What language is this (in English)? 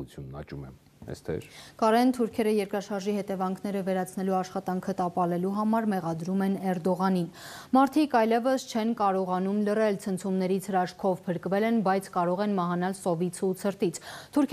Armenian